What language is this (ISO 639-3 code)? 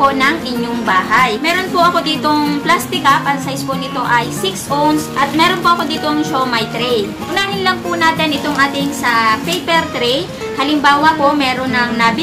fil